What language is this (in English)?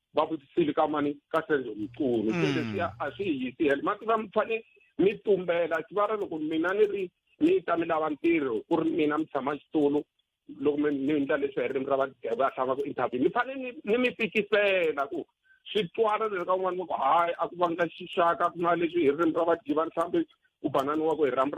Tsonga